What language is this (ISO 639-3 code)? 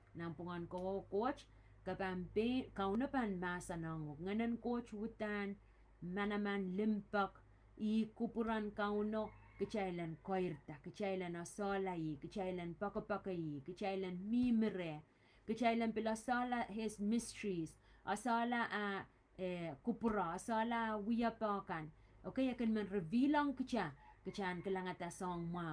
pon